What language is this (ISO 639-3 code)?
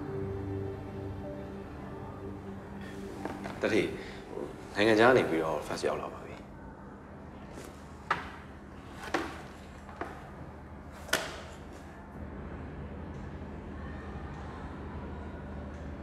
mya